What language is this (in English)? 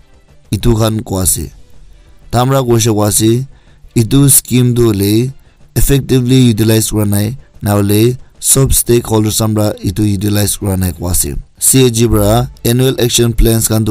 Naga Pidgin